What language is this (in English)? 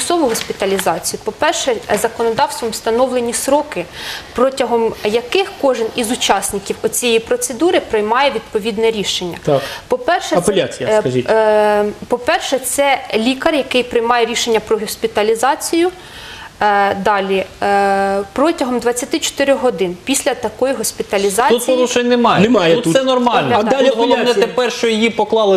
Ukrainian